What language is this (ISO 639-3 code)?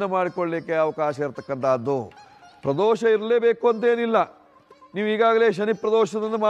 kan